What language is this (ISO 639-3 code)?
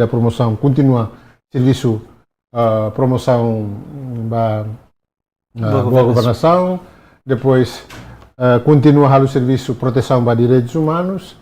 tet